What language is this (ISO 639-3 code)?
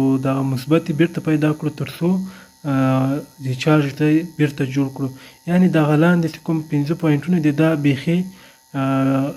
pus